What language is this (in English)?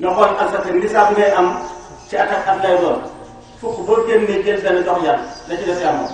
Wolof